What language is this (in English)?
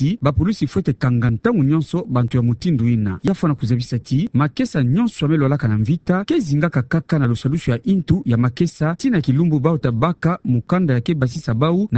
Kituba (Democratic Republic of Congo)